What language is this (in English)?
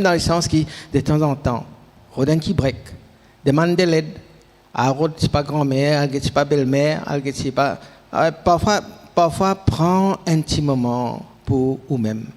Morisyen